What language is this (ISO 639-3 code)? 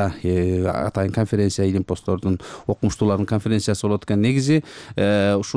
kir